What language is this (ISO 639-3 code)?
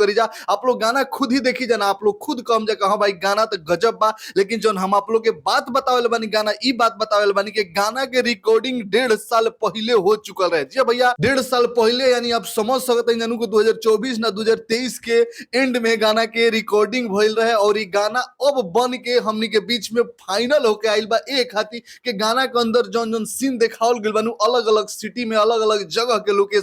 bho